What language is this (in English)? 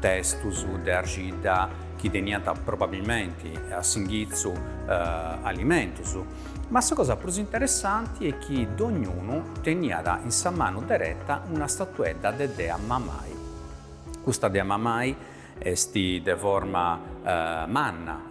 Sardinian